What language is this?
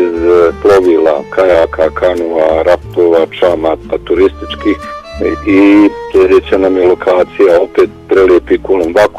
Bosnian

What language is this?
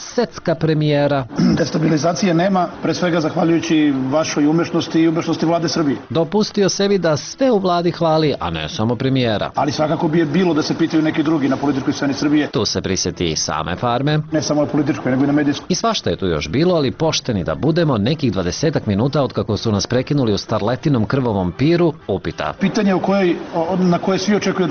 Serbian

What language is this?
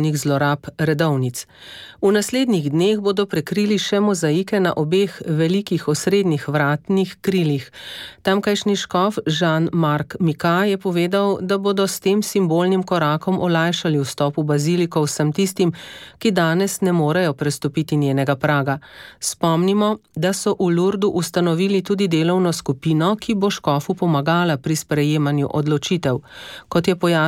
Slovenian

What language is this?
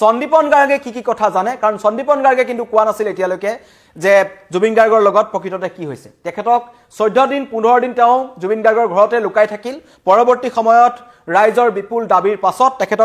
Assamese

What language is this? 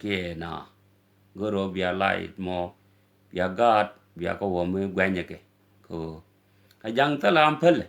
Nuer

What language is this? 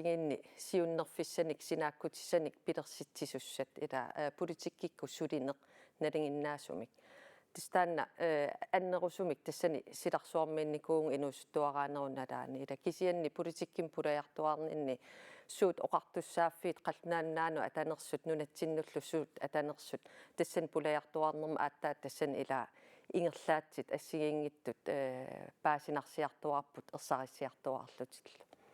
Kalaallisut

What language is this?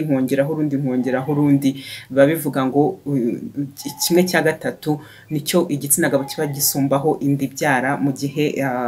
Kinyarwanda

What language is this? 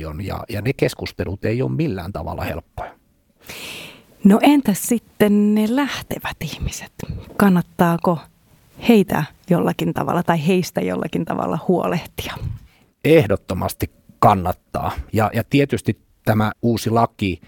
Finnish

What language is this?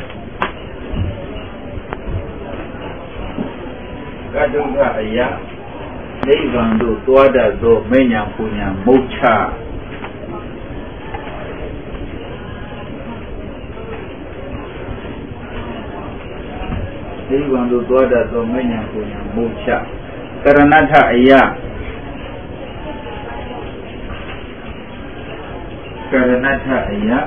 Burmese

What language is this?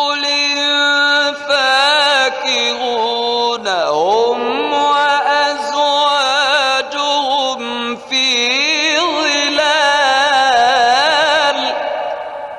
Arabic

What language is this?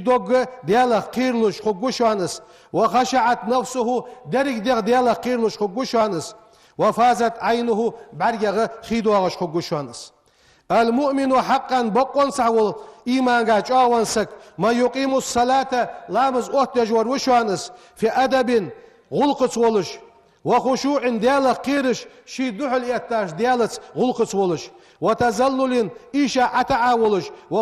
Ingush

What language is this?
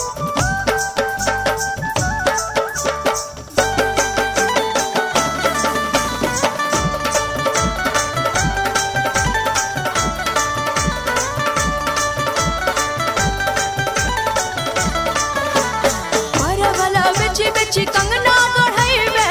Bhojpuri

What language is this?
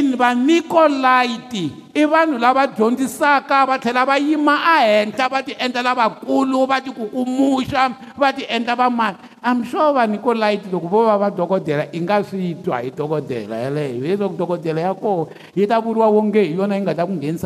Tsonga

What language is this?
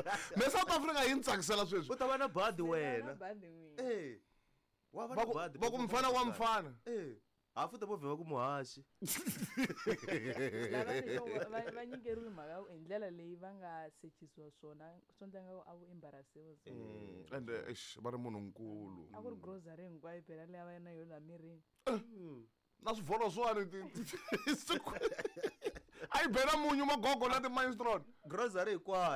Tsonga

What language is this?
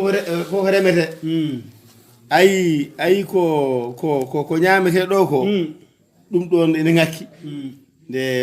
Fula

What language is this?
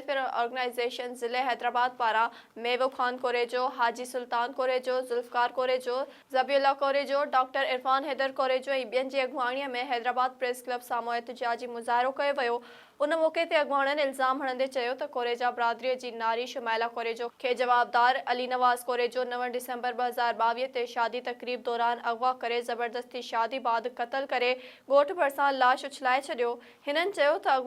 Sindhi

